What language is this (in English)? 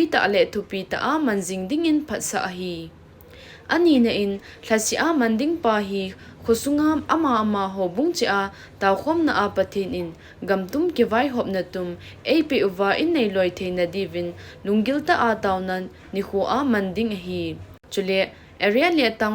Thado Chin